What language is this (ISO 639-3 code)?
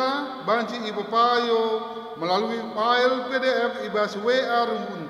btx